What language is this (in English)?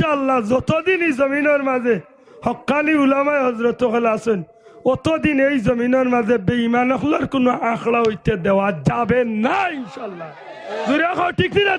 Sylheti